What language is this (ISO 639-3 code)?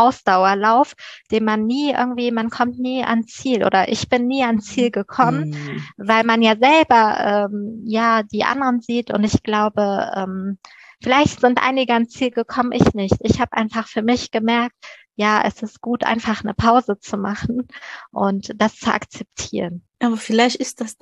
deu